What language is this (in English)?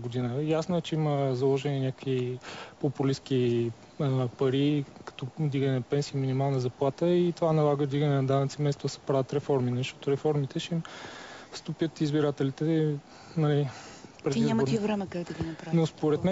Bulgarian